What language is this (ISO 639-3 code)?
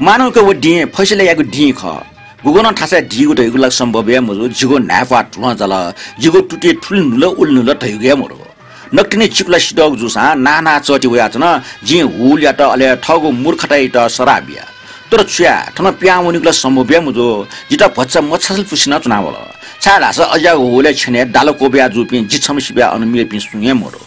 new